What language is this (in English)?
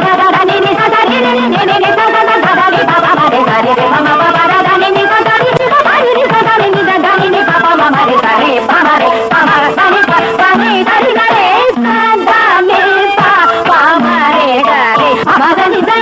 Tamil